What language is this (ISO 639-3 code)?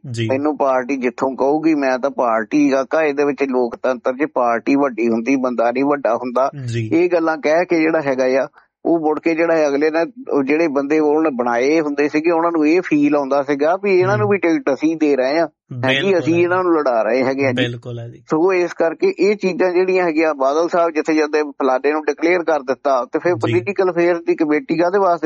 pan